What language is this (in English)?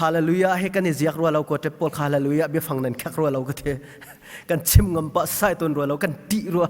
Hakha Chin